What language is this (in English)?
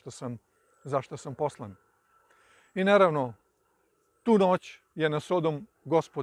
Serbian